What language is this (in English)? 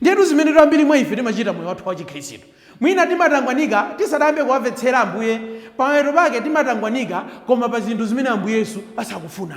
Nyanja